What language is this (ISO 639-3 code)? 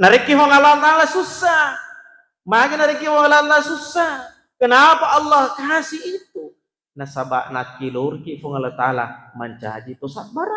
bug